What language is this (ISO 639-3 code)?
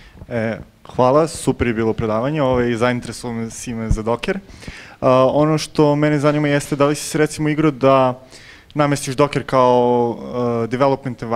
srp